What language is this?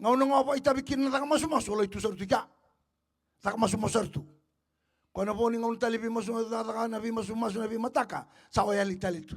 Fijian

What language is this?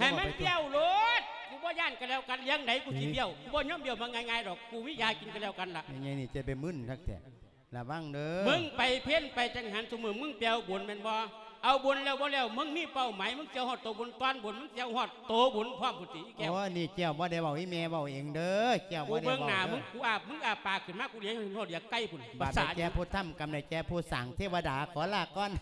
Lao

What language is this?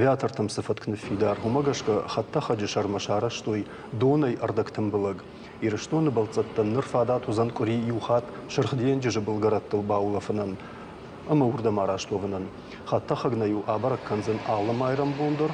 Ossetic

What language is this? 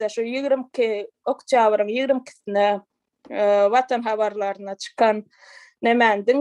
Turkmen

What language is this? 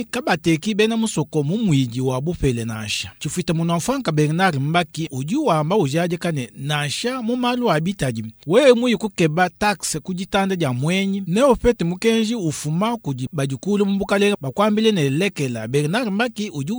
Luba-Lulua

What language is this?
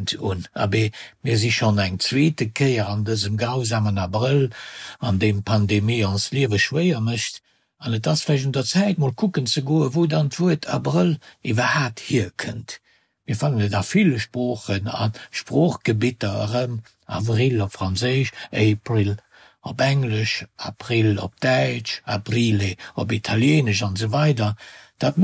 Luxembourgish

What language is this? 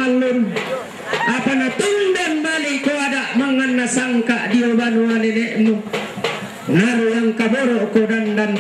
Toraja-Sa'dan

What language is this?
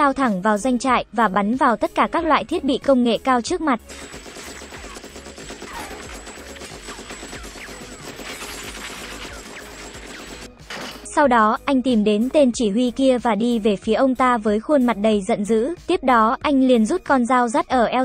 Vietnamese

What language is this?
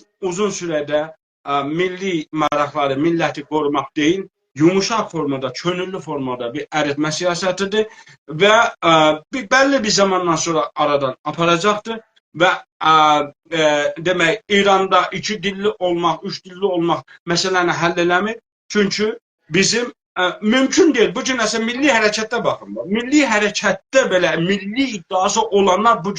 South Azerbaijani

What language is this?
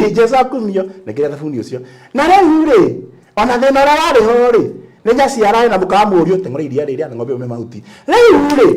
Kikuyu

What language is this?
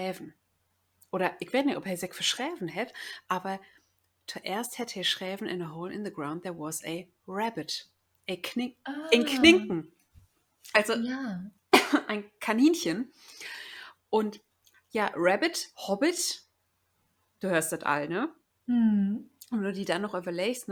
Low German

